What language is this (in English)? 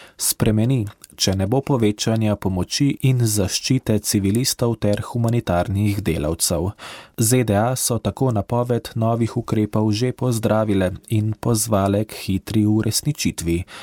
Slovenian